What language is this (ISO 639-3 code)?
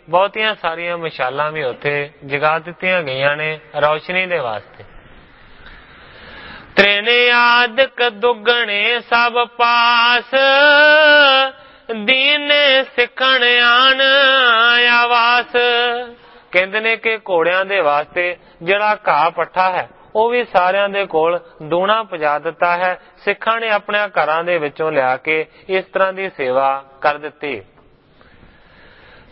pan